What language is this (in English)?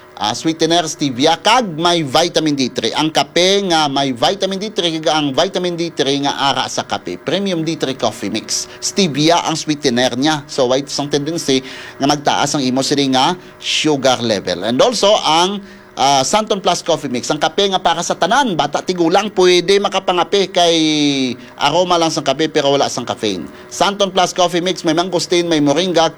Hiligaynon